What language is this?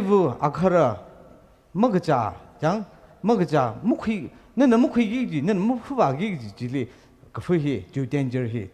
Tangkhul Naga (India)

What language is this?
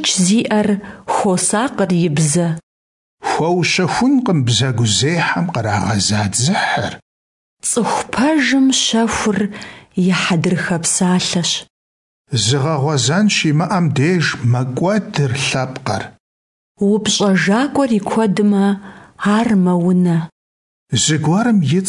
Kabardian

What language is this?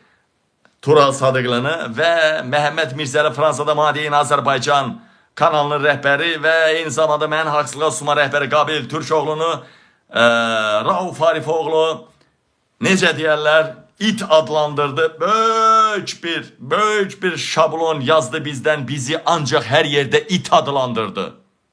Azerbaijani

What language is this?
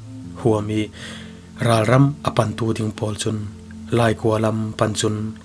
Falam Chin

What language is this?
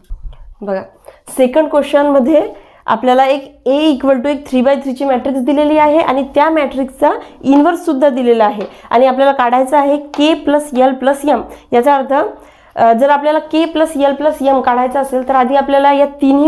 Marathi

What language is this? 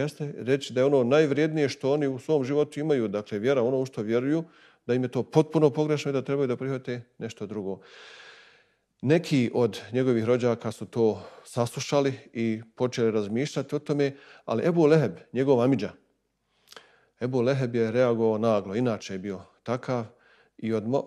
Bosnian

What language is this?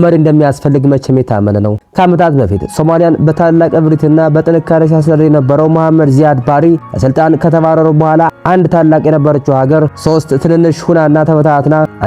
Amharic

